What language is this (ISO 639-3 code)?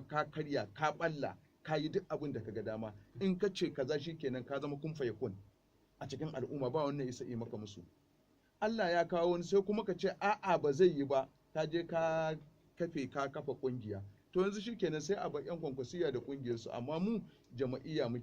hau